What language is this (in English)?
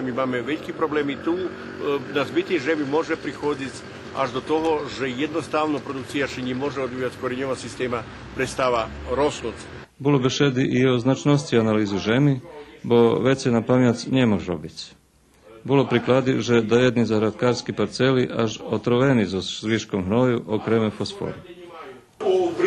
Rusyn